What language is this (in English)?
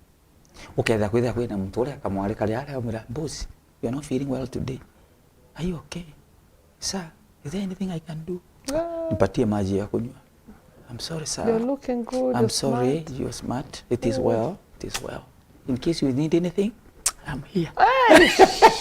Meru